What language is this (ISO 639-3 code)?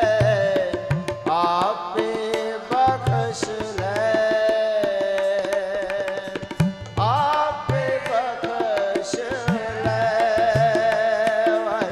pan